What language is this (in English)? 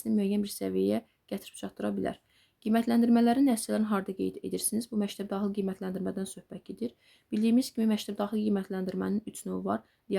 Azerbaijani